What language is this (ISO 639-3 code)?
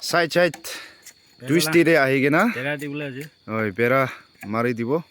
nag